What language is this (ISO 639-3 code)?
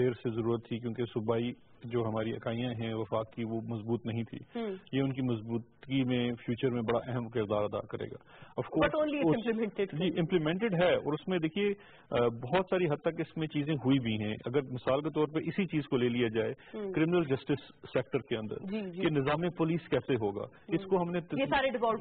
urd